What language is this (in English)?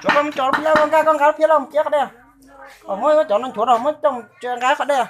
Hmong